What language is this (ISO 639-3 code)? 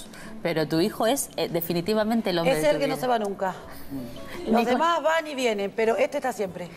spa